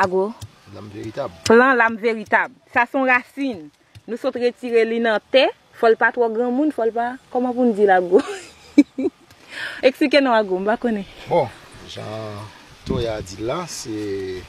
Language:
Haitian Creole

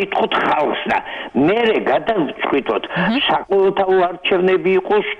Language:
Georgian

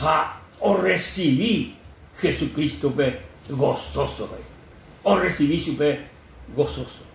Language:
Guarani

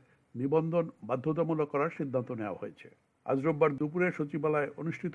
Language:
Bangla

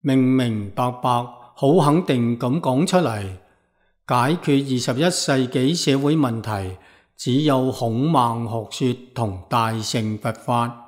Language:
Cantonese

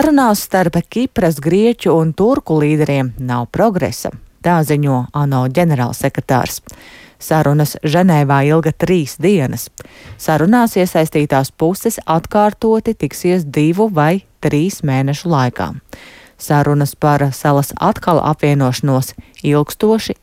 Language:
Latvian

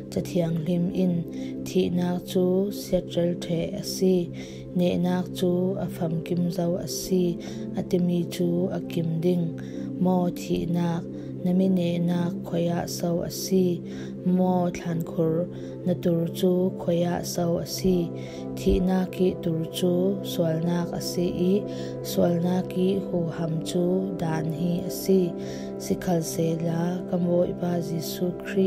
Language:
Falam Chin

